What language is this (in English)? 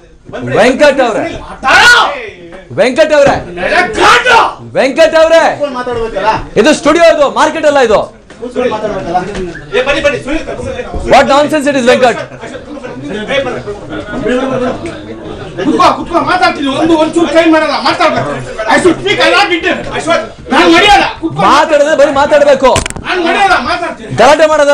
Kannada